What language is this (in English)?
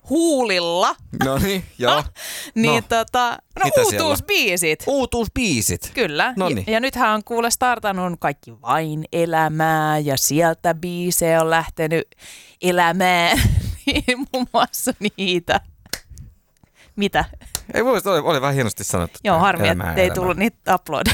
Finnish